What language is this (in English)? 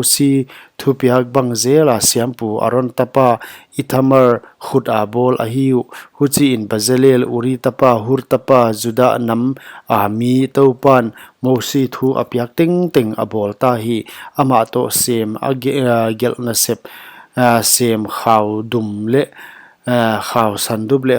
Paite Chin